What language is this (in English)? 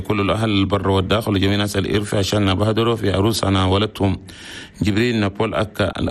Chadian Arabic